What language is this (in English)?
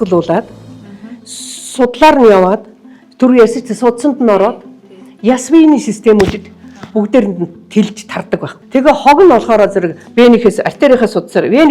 Mongolian